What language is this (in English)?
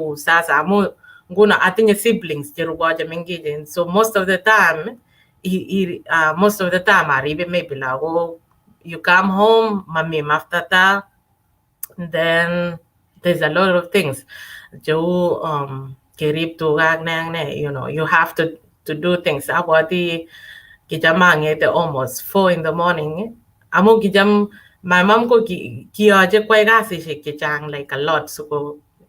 Kalenjin